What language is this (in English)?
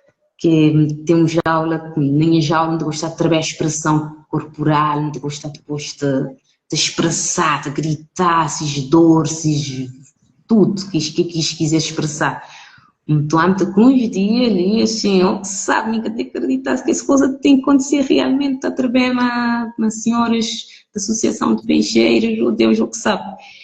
Kabuverdianu